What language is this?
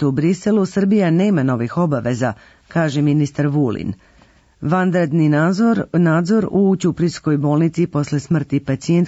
Serbian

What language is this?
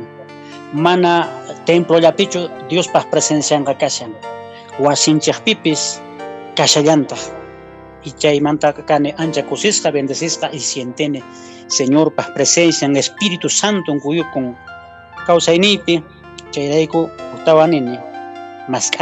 Quechua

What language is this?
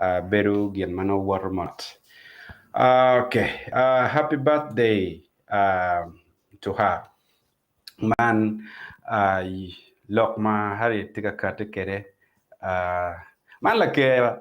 Acoli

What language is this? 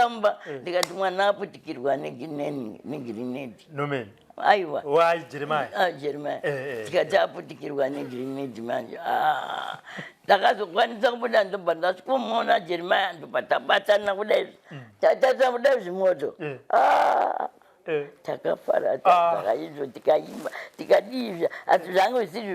Shona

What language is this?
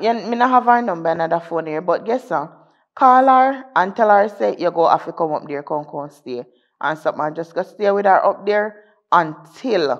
Jamaican Creole English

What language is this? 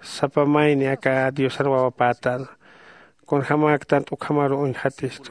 Aymara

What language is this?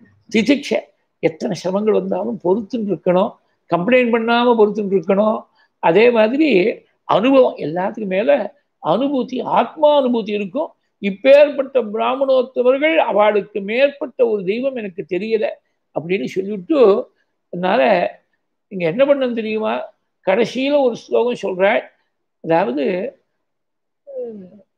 Tamil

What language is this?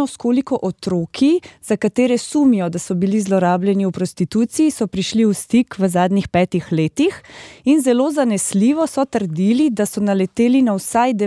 Slovenian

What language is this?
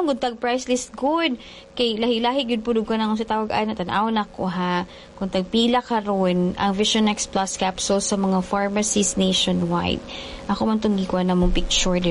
Cebuano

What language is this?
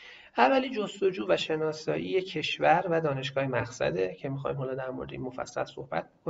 Persian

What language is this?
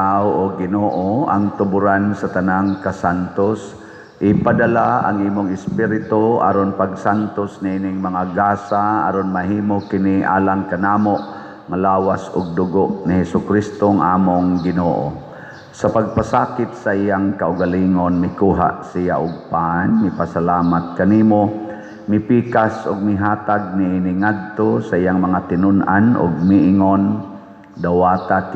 Cebuano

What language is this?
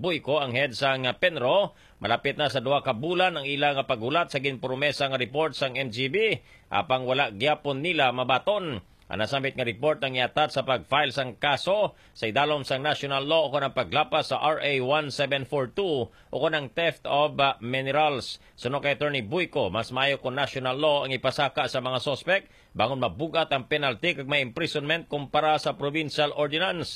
Hiligaynon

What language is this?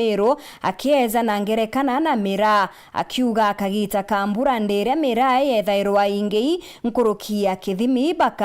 Meru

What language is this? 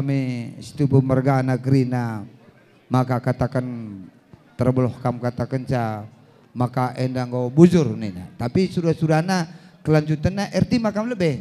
Batak Karo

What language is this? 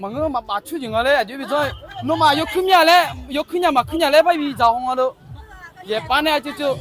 Akha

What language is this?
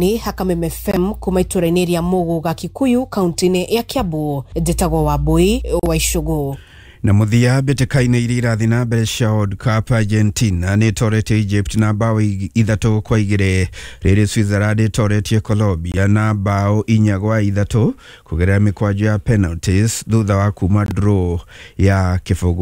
Kikuyu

